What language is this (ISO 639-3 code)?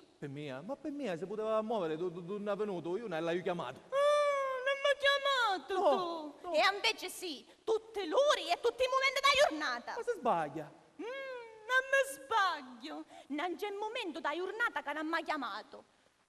scn